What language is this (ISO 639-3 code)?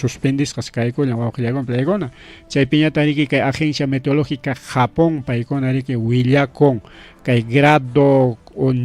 quy